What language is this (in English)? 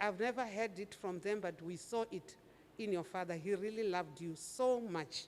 Venda